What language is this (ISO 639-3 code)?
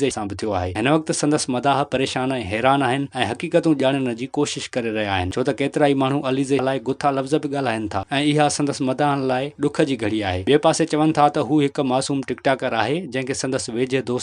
snd